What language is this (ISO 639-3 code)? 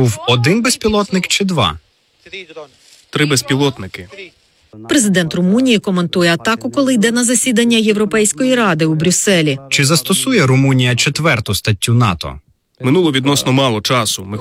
ukr